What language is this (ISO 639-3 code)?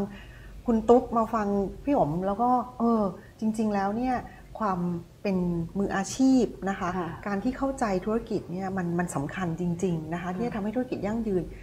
tha